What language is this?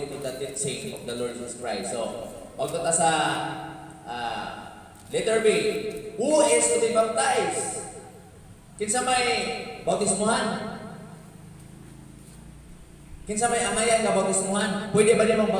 Cebuano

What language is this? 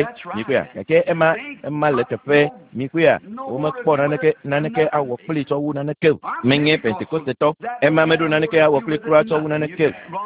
Ewe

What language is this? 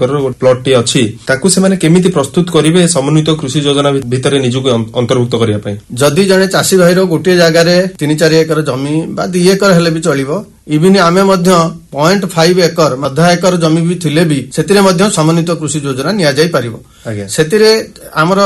Odia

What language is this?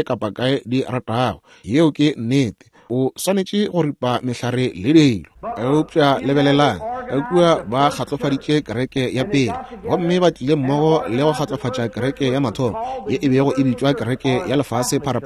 Northern Sotho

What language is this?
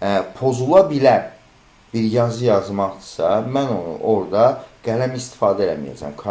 Azerbaijani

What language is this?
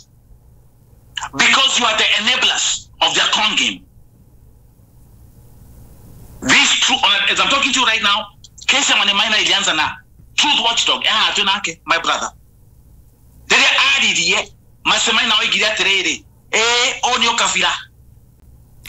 Kikuyu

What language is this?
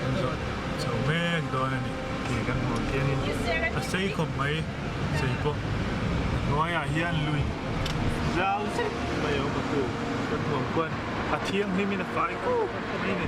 Mizo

